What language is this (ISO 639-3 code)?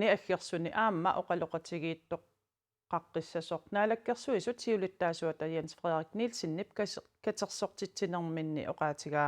kal